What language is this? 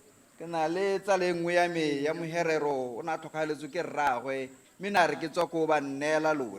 Tswana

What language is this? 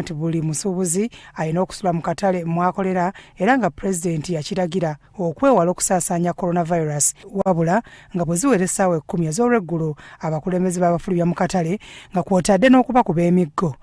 Ganda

